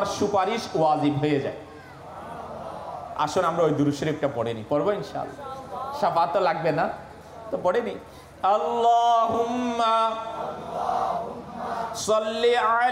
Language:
Bangla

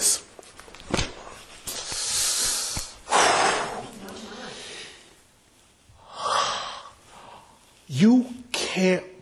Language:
English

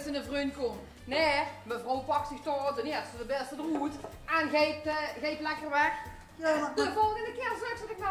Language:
Limburgish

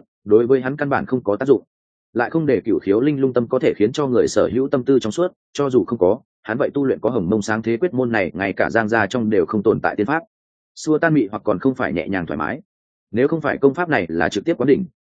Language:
Vietnamese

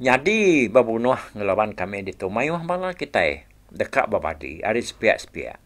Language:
Iban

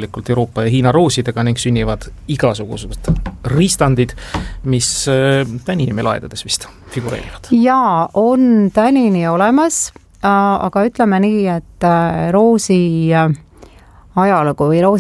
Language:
Estonian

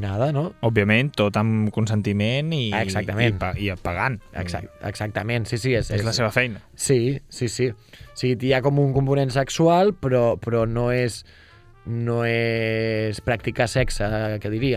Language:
Catalan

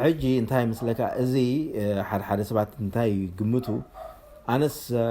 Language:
Tigrinya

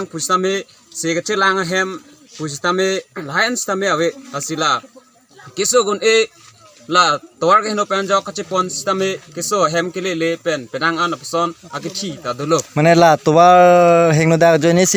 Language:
Karbi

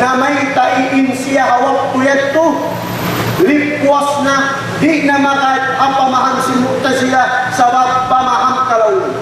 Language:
Tausug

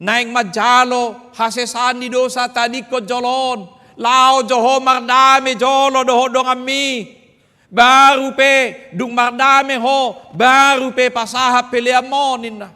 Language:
Batak Toba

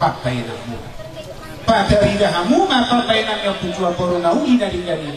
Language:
Batak Toba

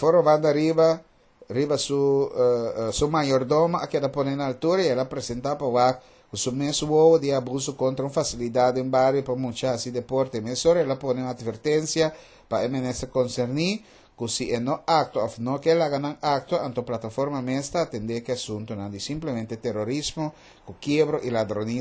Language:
Papiamento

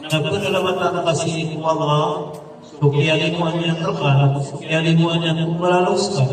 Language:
Maranao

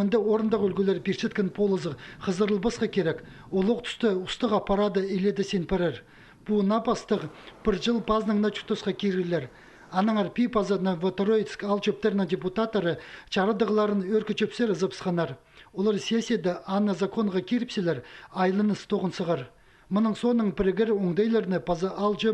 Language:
Khakas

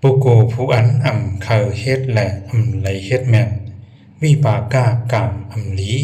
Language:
Shan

